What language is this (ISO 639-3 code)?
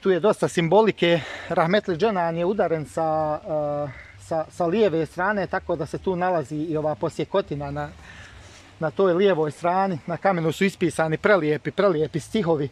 bos